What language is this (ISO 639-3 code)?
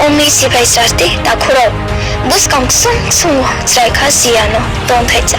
ria